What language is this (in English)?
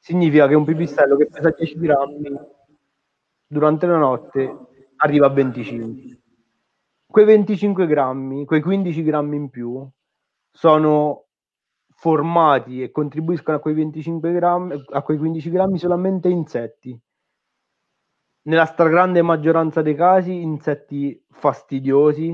Italian